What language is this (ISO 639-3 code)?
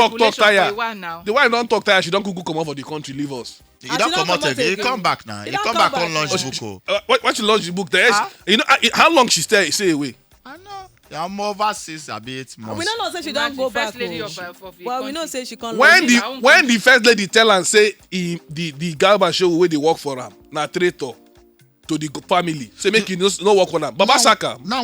pcm